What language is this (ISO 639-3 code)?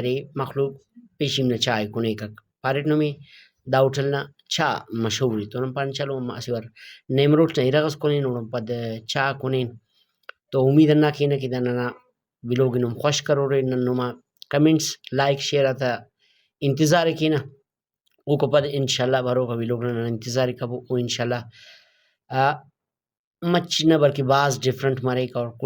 brh